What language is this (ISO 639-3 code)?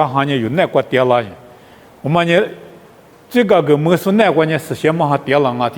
lis